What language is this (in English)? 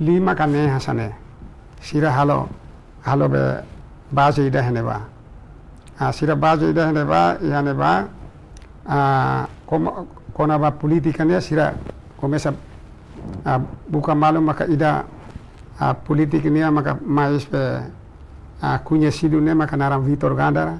Tetum